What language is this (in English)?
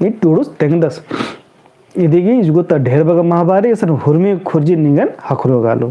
Kurukh